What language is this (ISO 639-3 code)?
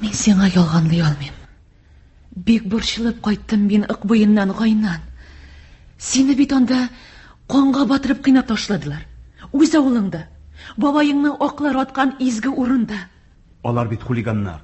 tat